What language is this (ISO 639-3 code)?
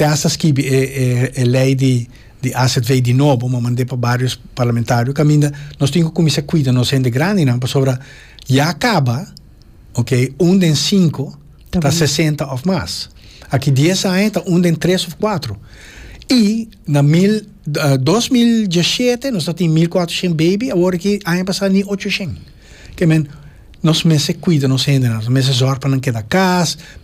pap